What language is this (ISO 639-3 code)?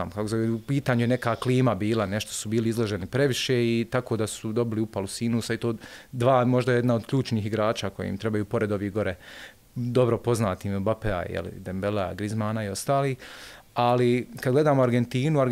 bos